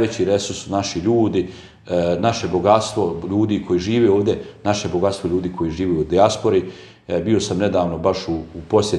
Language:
Bosnian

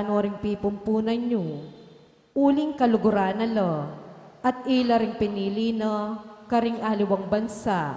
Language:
Pampanga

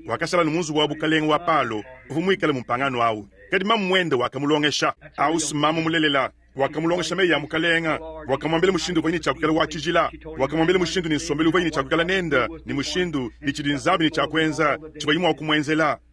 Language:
Luba-Lulua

